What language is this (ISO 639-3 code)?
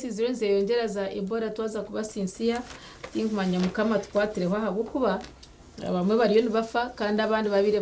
nyn